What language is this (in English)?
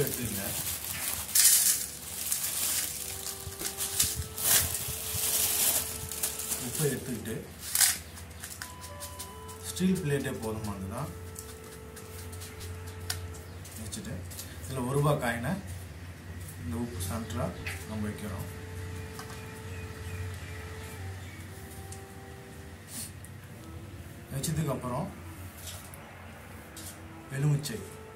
Tamil